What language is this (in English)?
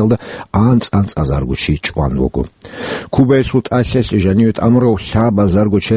Avaric